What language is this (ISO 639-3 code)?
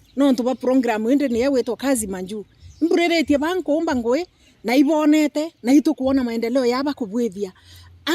mer